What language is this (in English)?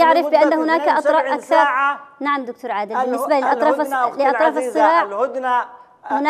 Arabic